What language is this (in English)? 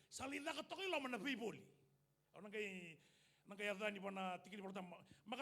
Fijian